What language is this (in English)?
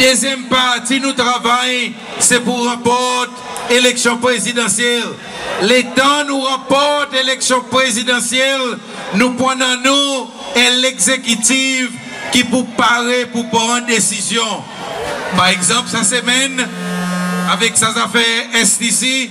Seselwa Creole French